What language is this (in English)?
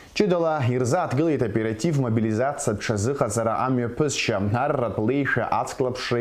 Abkhazian